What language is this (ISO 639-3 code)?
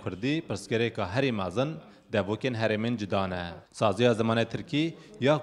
kur